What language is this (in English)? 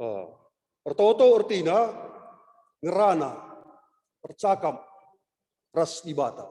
Batak Karo